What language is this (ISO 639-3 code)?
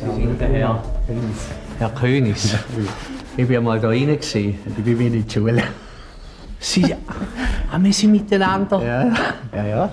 roh